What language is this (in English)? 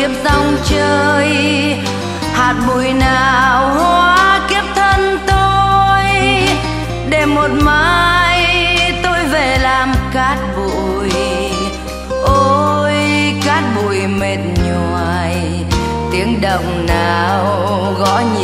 Vietnamese